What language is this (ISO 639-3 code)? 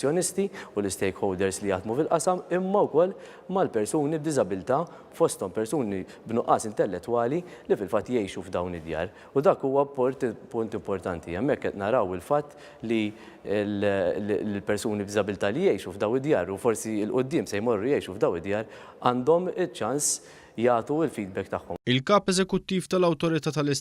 mlt